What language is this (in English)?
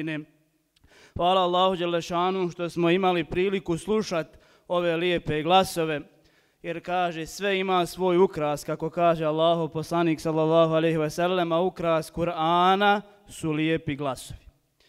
Bosnian